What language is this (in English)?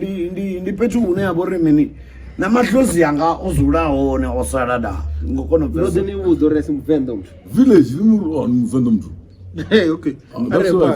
Venda